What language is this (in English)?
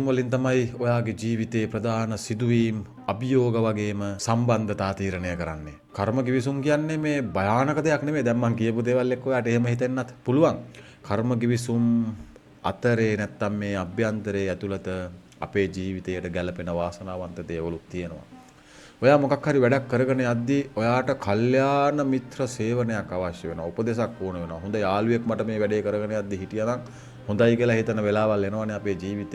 Sinhala